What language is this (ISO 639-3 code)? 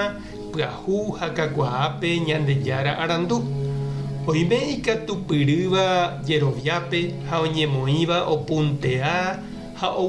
grn